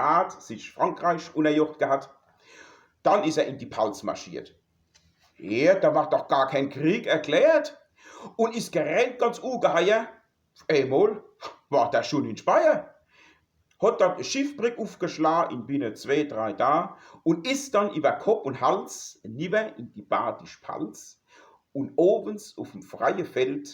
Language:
Palatine German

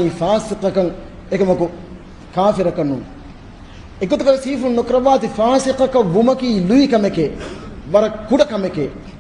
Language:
Divehi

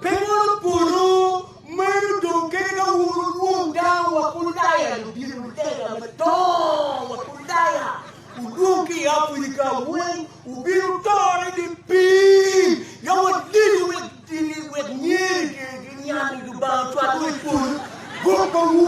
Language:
Acoli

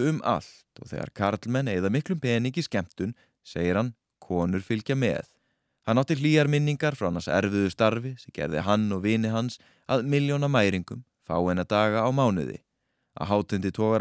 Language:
Icelandic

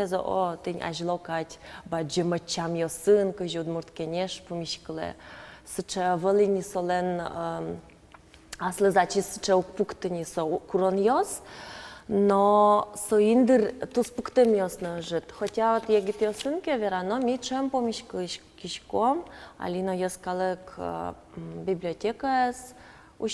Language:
Udmurt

